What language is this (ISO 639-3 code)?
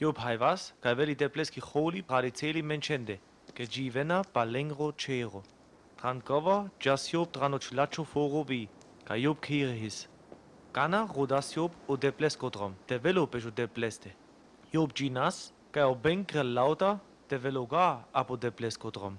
rmo